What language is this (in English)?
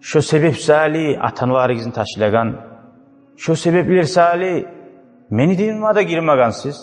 Kumyk